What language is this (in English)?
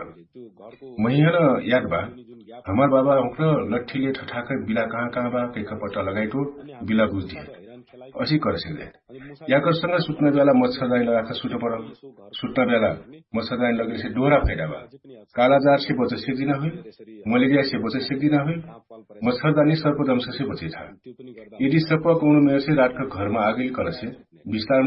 Dangaura Tharu